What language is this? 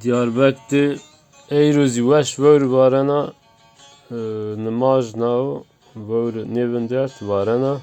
Zaza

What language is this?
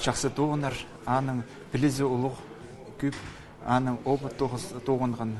Khakas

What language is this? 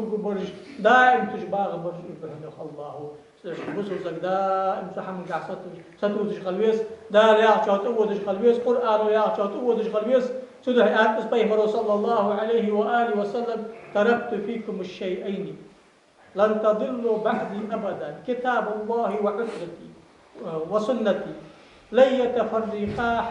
Ingush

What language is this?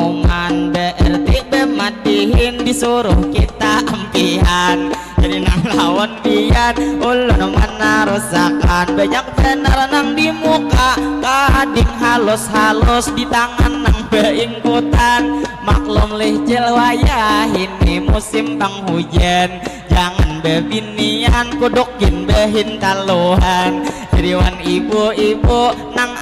Banjar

